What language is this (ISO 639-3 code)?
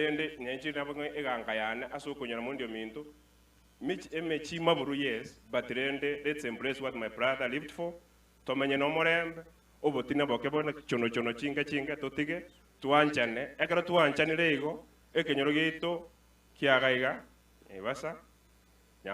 guz